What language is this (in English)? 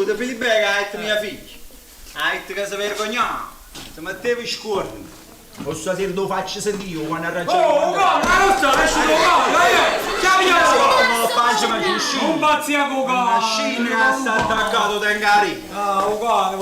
Neapolitan